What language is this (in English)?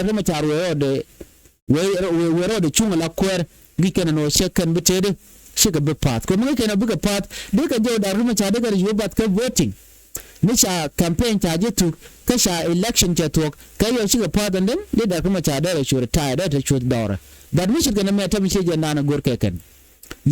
Nuer